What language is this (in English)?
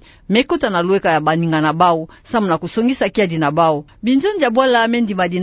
Kituba (Democratic Republic of Congo)